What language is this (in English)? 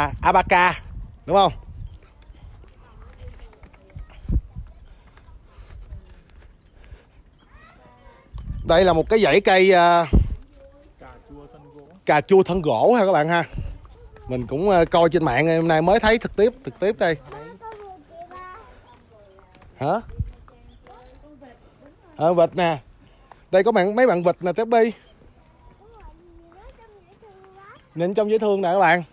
Vietnamese